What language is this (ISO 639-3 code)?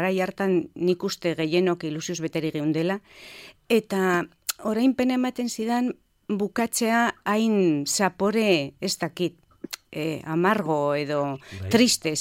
eus